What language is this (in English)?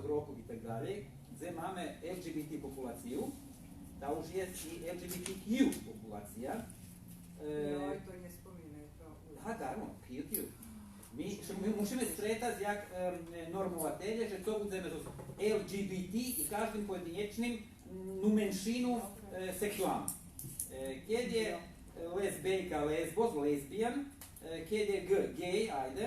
Rusyn